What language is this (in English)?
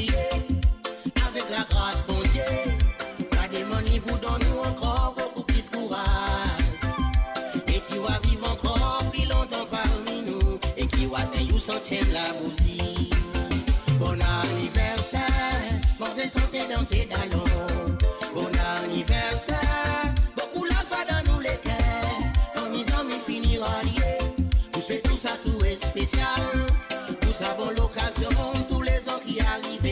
Morisyen